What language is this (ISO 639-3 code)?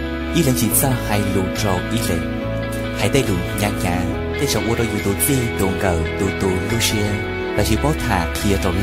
hmn